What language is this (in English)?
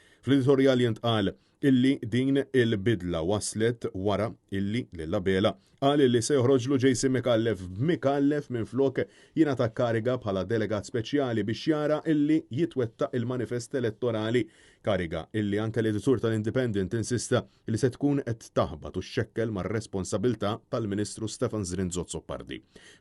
Maltese